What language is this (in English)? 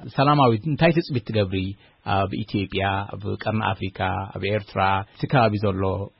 Tigrinya